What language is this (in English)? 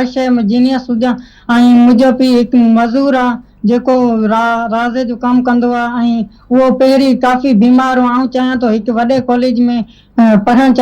Sindhi